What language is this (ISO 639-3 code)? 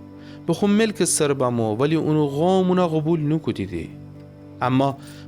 glk